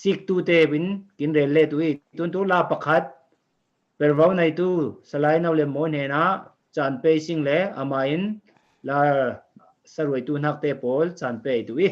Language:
Falam Chin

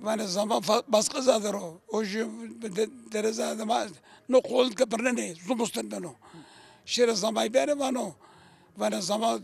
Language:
Zaza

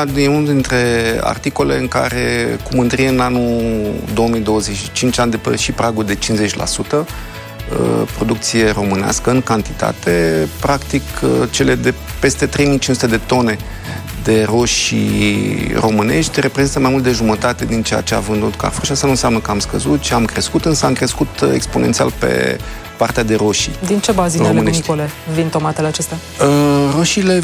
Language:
Romanian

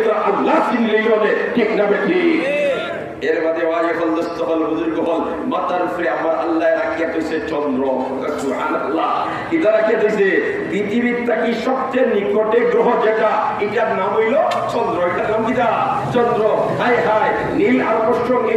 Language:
Sylheti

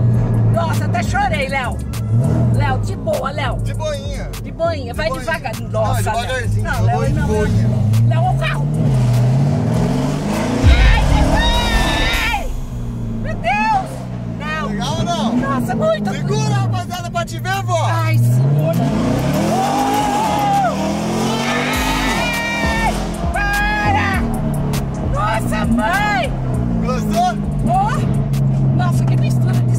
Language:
Portuguese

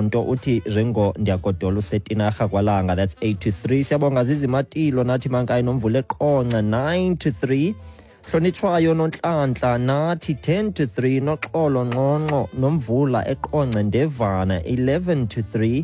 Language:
Xhosa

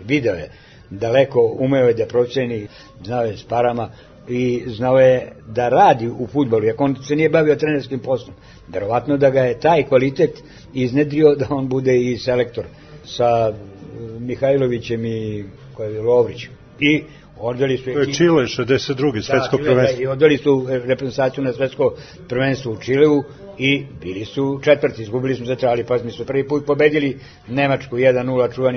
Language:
Serbian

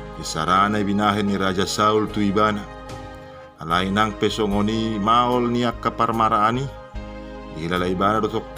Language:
Batak Toba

